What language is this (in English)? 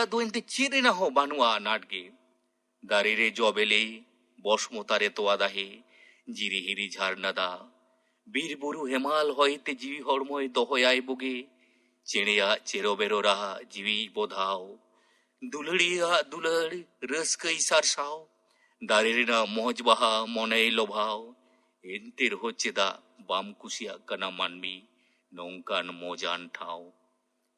Santali